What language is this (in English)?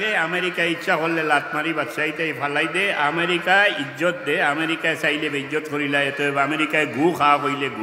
Sylheti